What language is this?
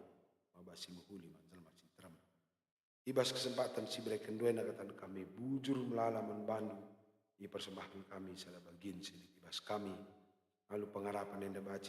Batak Karo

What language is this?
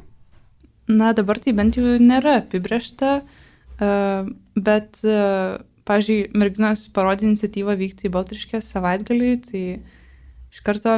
Lithuanian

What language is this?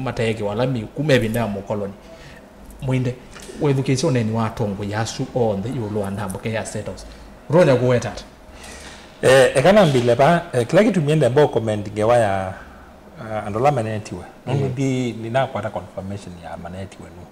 Kamba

